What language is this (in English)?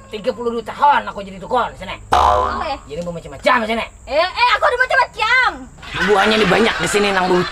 Banjar